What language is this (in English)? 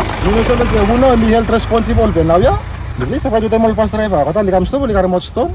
Bislama